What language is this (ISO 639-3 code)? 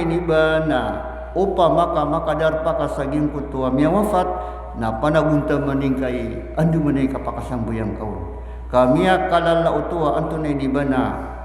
mrw